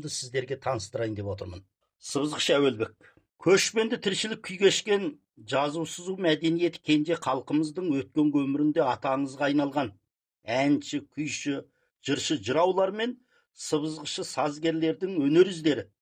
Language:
Kazakh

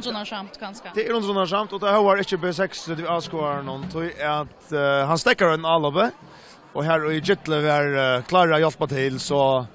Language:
Faroese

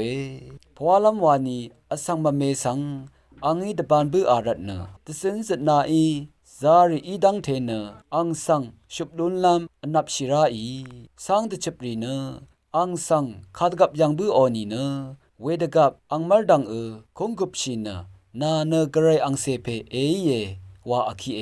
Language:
Rawang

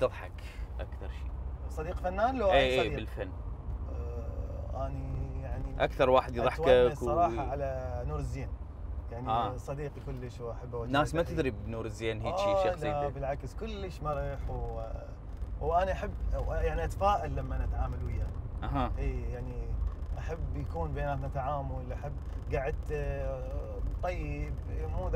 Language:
Mesopotamian Arabic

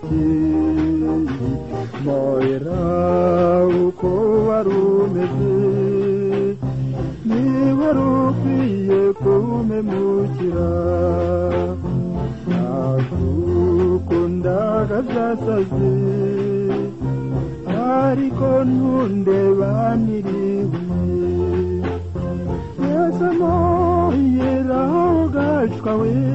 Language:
Kinyarwanda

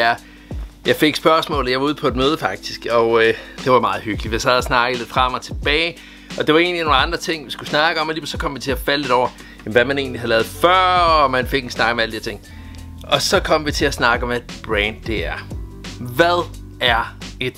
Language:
Danish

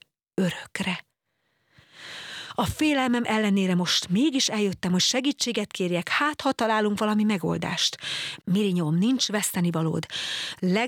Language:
Hungarian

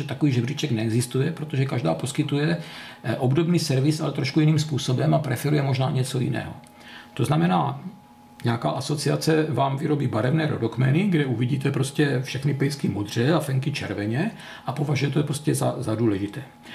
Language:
Czech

